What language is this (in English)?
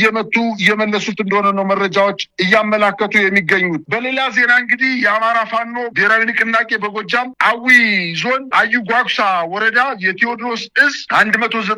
Amharic